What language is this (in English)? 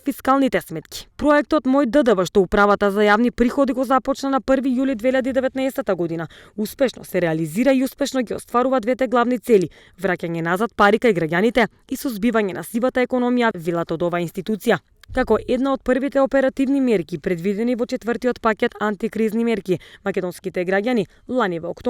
Macedonian